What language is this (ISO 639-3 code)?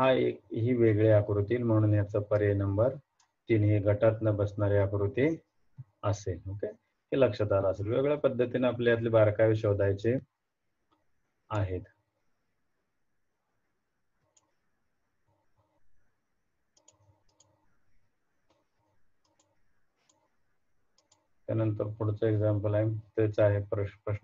mar